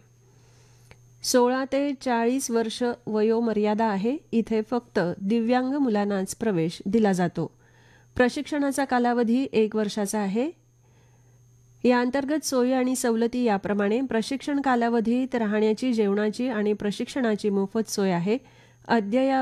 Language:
Marathi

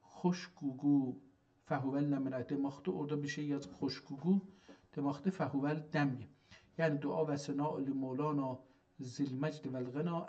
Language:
South Azerbaijani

